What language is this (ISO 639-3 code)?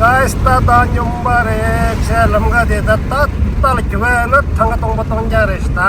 bod